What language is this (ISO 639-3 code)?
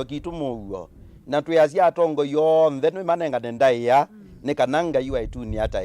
kam